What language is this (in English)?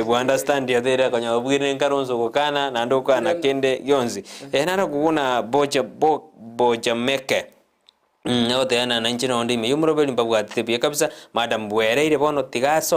Gusii